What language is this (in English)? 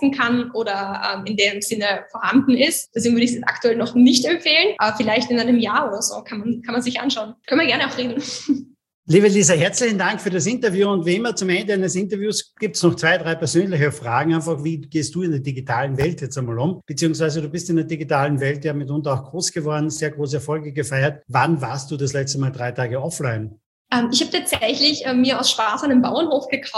German